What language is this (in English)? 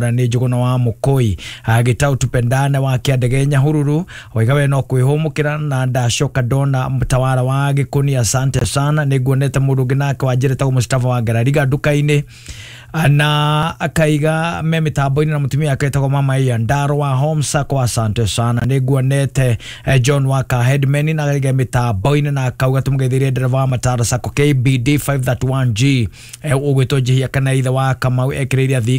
Kikuyu